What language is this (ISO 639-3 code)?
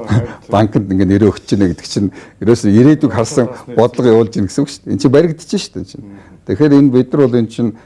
mon